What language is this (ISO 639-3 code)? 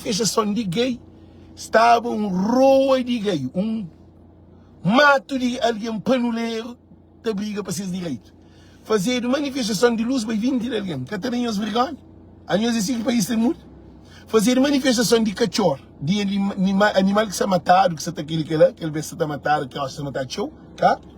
kea